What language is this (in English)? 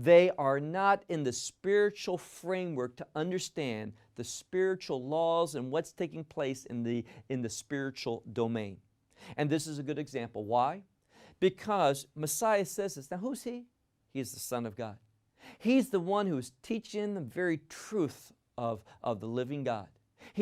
English